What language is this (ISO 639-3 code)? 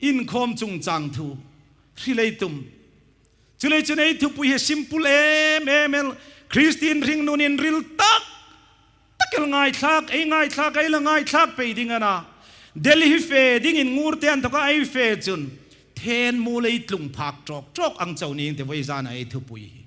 hmr